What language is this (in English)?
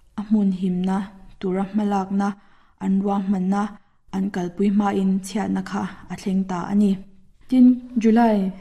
Mizo